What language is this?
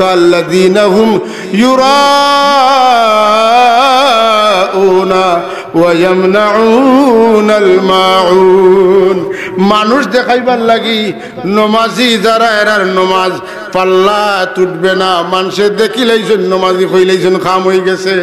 Sylheti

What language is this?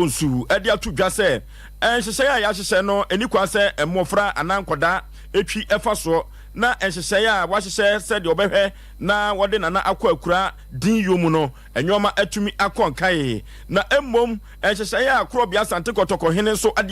Akan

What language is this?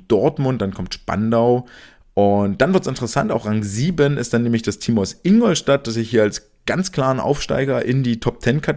German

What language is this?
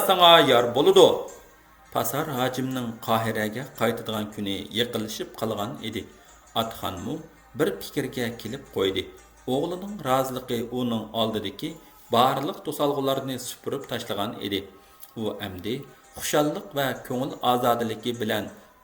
Uyghur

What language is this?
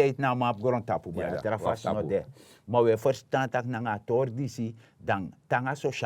Sranan Tongo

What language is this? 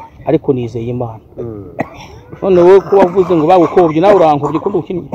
Kinyarwanda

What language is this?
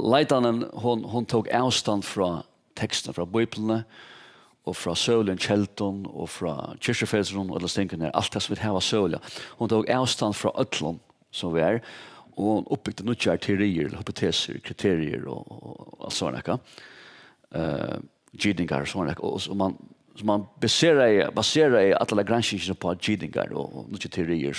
Faroese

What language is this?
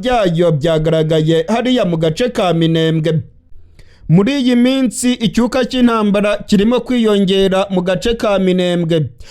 Rundi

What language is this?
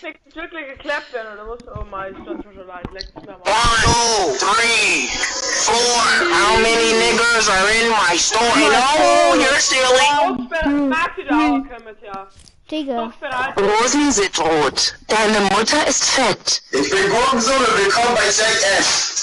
Bavarian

